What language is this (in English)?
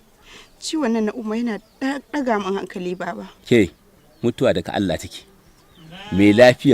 Hausa